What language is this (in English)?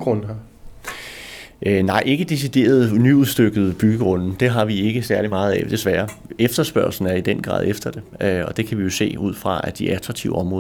Danish